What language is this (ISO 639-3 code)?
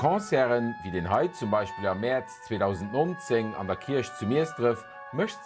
ltz